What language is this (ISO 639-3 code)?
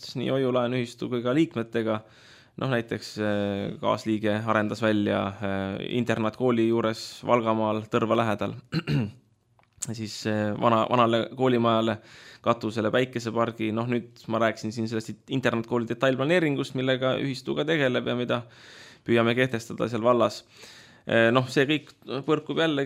est